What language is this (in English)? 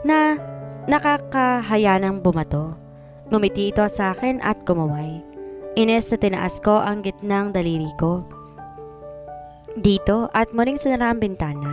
Filipino